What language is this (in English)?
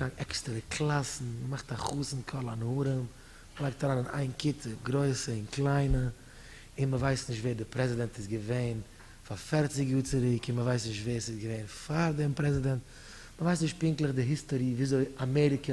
Yiddish